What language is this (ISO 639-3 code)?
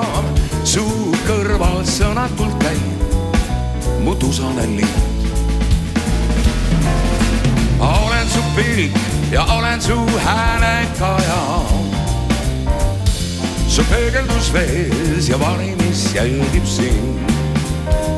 est